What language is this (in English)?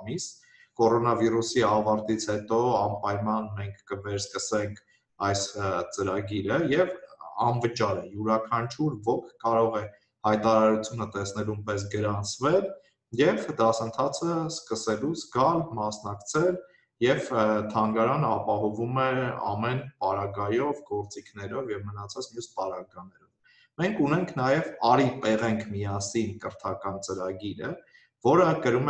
Armenian